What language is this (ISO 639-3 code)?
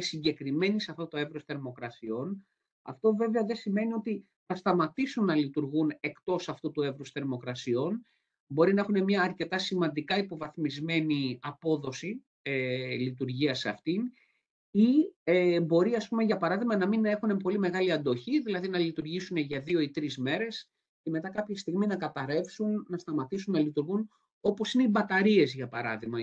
ell